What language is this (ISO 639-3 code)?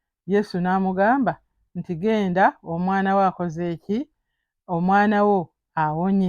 lug